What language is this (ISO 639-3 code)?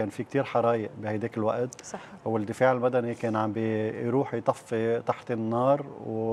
apc